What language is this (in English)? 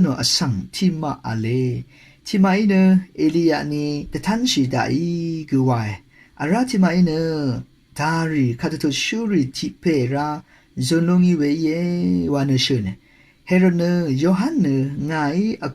Rawang